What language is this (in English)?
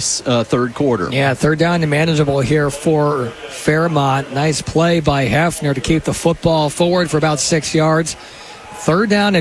English